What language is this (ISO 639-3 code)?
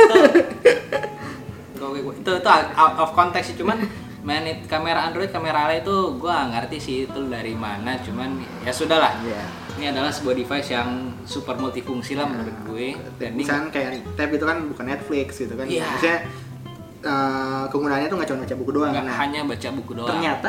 ind